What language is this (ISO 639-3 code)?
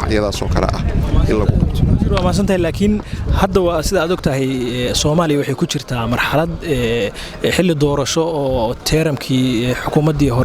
som